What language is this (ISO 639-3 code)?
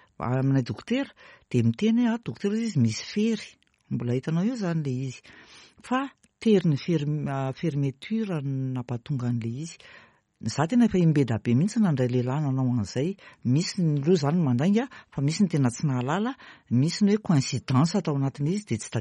mlg